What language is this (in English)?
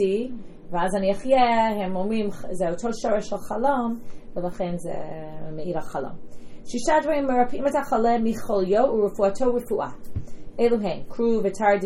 Hebrew